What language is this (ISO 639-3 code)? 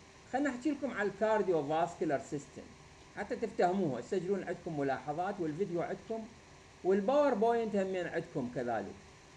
acm